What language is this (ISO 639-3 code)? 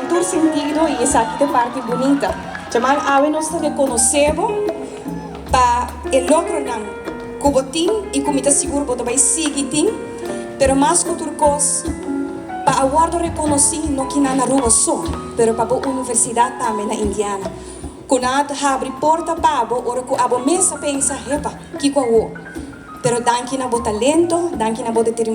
pap